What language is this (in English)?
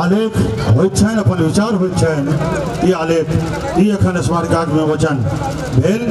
Maithili